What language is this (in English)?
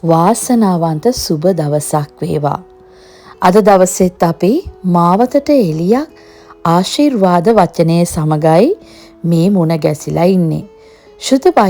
Sinhala